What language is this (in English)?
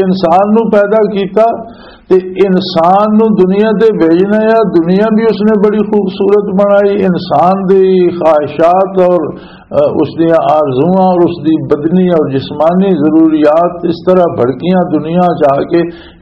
Western Panjabi